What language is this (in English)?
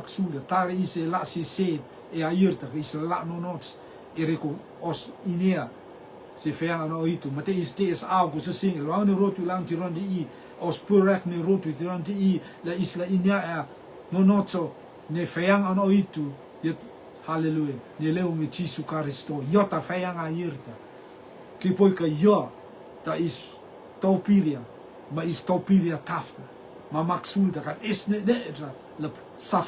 Rotuman